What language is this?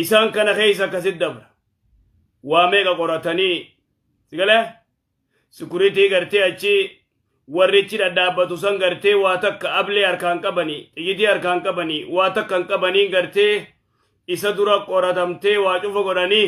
Oromo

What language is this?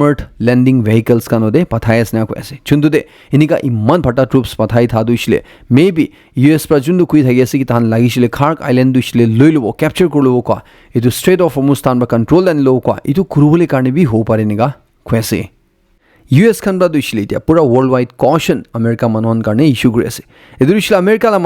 Naga Pidgin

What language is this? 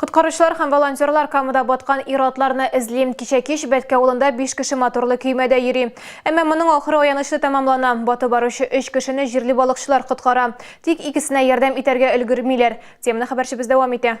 Tatar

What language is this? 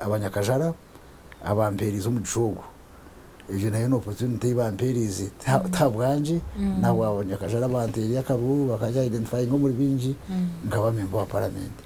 Nyankole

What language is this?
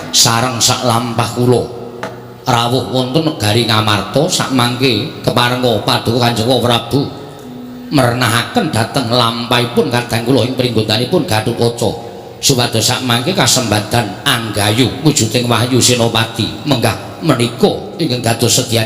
Javanese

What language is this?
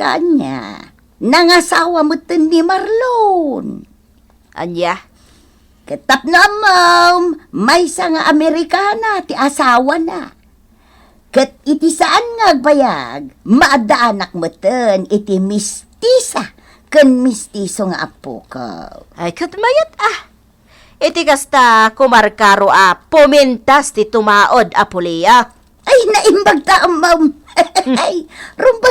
Iloko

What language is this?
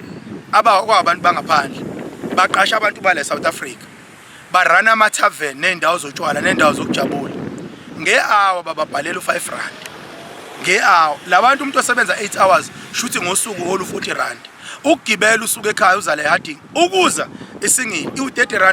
Zulu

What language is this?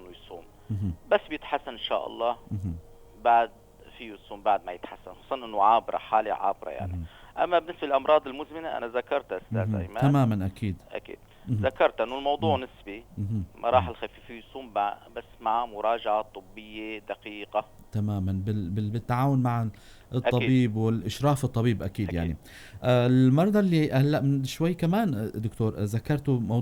North Levantine Arabic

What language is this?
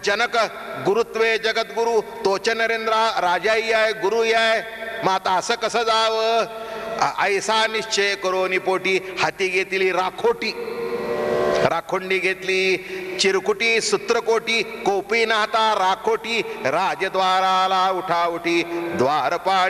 Marathi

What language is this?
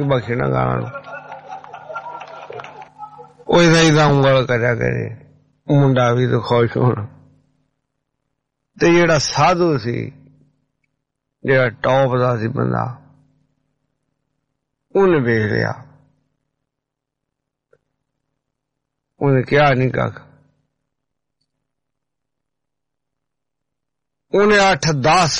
Punjabi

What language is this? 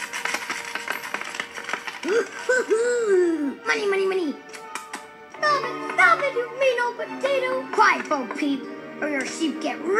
English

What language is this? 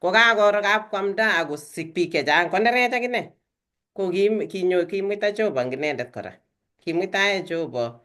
Kalenjin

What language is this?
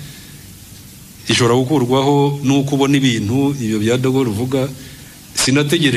Kinyarwanda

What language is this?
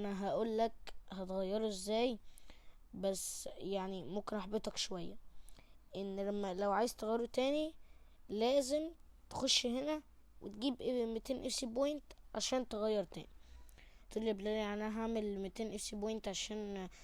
Egyptian Arabic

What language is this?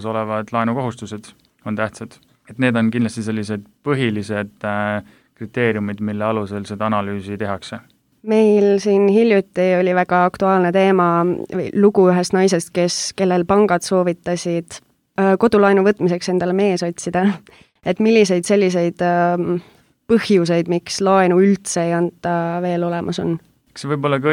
Estonian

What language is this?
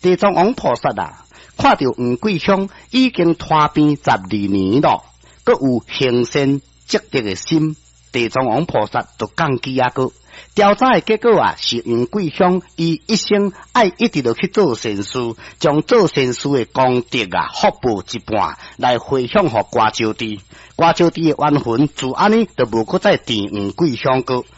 Min Nan Chinese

